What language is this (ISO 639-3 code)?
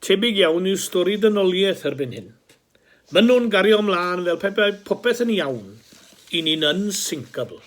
cym